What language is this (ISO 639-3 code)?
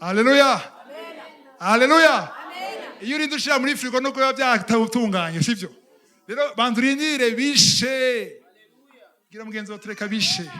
run